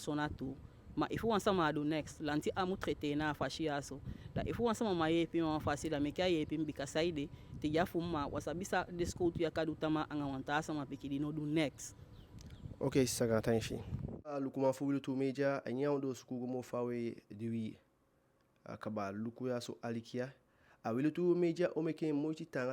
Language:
Eastern Maroon Creole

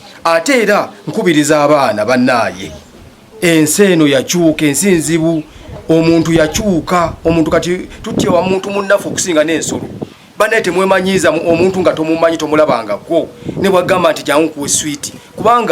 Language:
Ganda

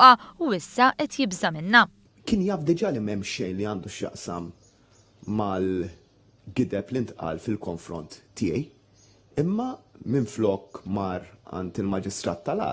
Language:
Maltese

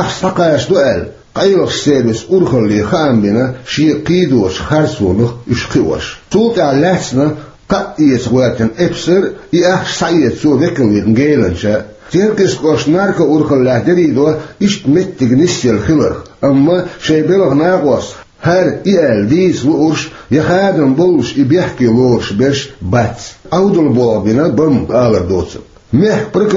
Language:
Chechen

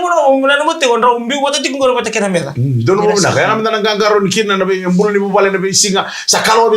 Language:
Fijian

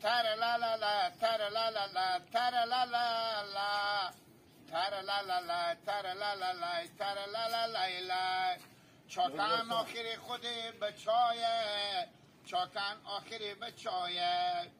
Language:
Hazaragi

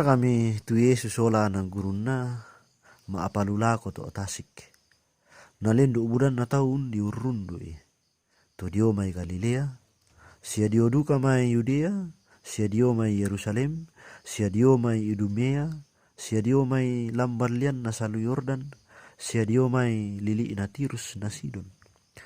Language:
Toraja-Sa'dan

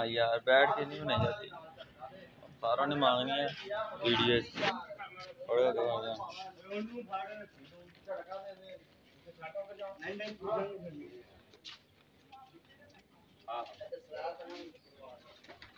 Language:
Punjabi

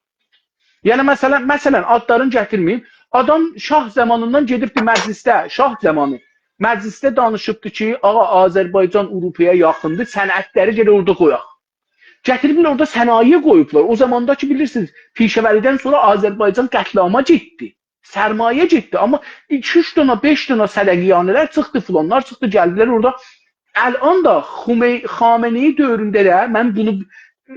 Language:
South Azerbaijani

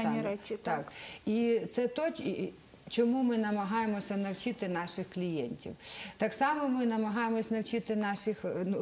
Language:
Ukrainian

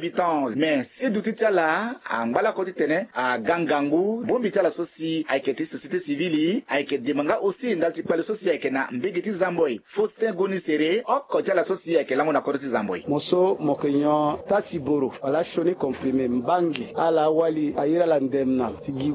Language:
Sango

